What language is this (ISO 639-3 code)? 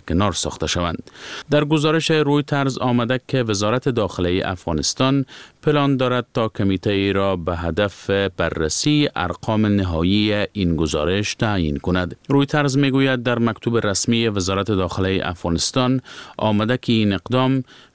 fas